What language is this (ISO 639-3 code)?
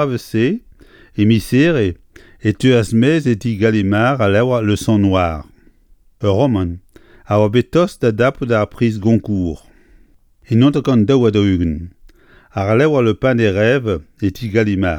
bre